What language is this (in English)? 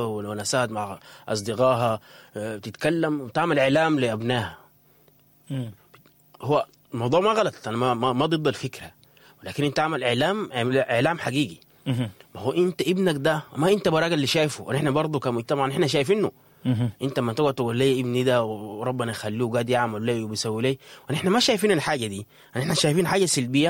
Sudanese Arabic